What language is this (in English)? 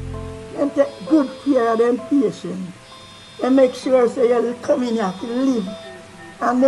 Jamaican Creole English